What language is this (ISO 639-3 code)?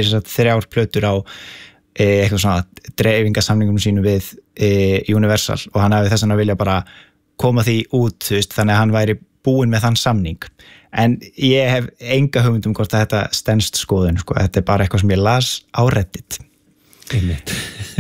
isl